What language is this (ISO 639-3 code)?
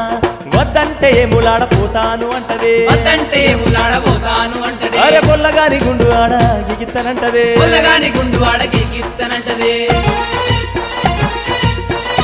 tel